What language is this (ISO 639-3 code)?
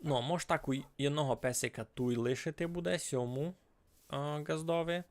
rue